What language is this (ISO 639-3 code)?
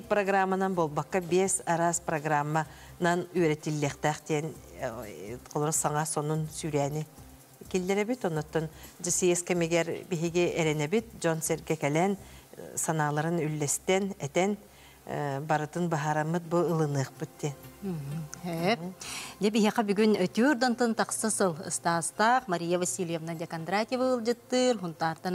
sah